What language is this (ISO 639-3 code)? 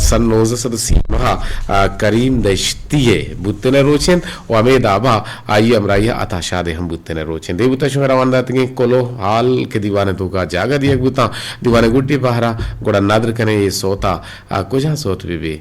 bgp